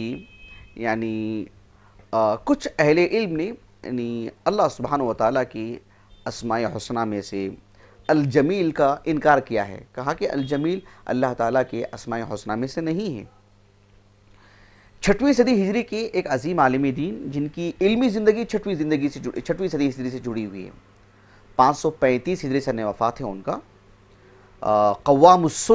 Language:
Urdu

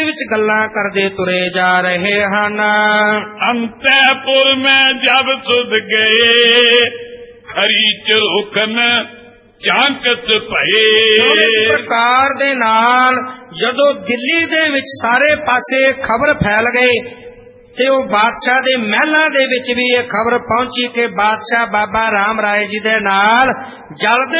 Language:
Punjabi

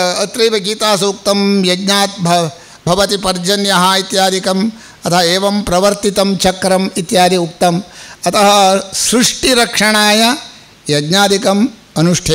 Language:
Sanskrit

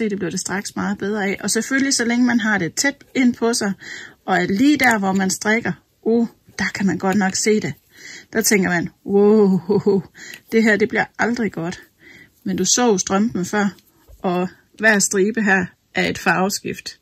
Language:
Danish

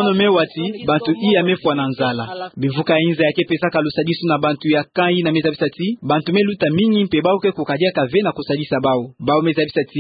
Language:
Kituba (Democratic Republic of Congo)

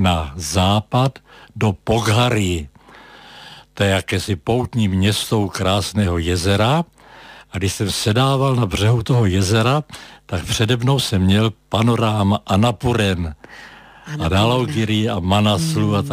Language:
Czech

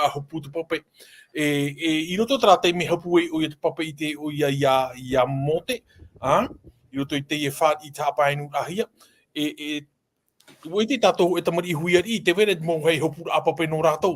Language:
Tahitian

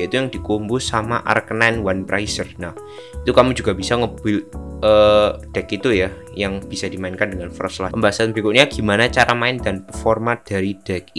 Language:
Indonesian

